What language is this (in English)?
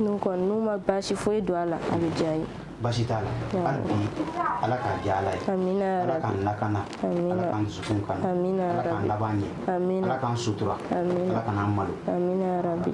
Bambara